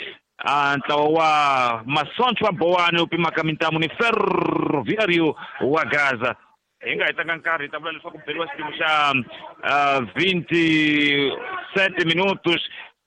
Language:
Tsonga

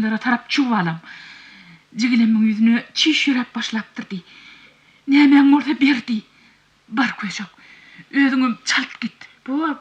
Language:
Turkmen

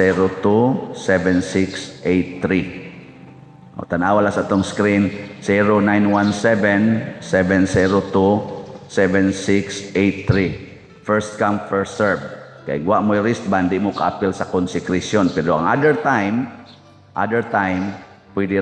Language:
Cebuano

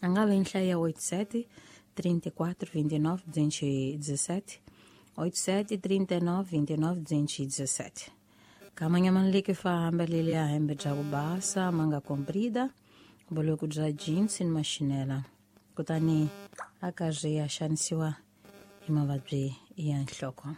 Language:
Tsonga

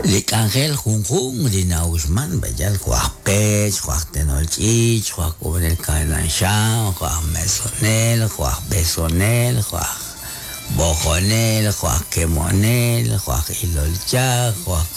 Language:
Kekchí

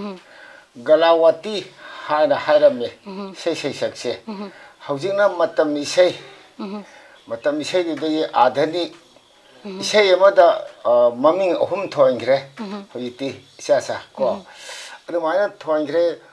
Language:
Manipuri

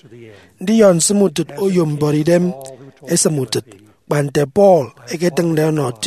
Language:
Efik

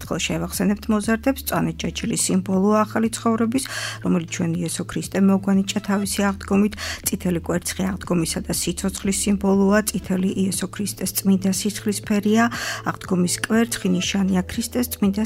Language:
Georgian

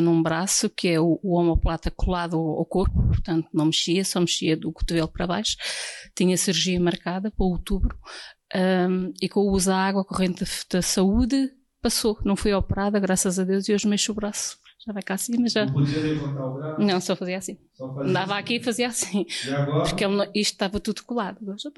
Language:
Portuguese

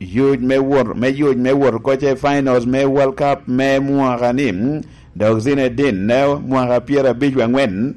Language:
Lango (Uganda)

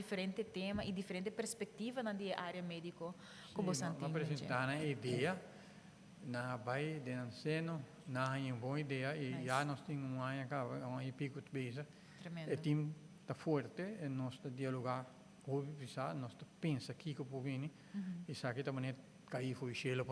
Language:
Papiamento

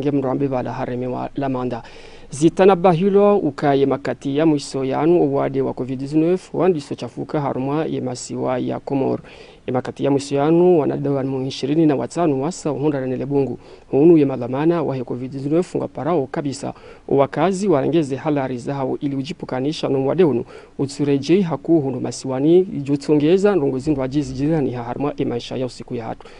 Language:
Ngazidja Comorian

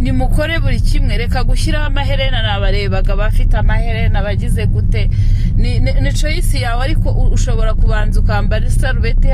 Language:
Kinyarwanda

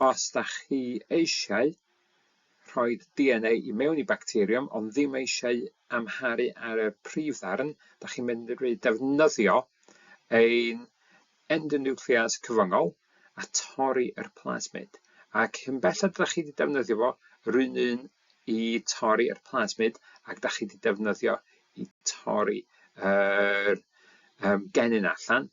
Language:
Welsh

